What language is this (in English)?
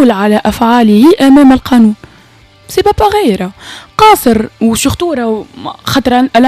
Tunisian Arabic